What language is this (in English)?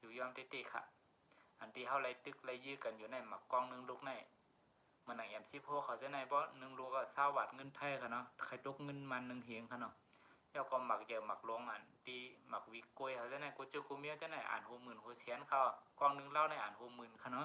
Shan